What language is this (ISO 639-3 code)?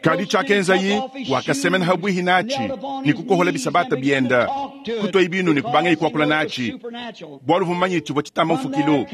lua